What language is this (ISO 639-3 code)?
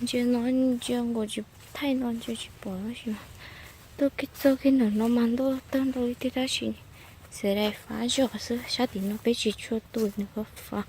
hmn